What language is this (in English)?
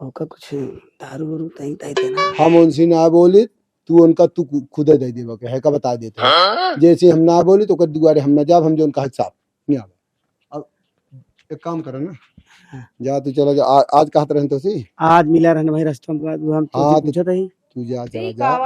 Awadhi